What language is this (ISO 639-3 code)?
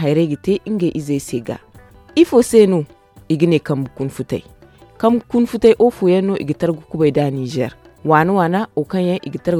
dje